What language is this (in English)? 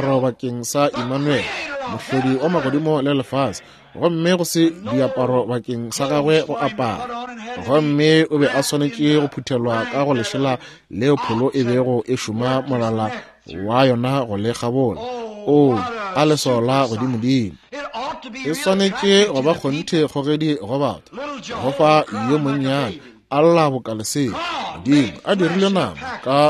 Northern Sotho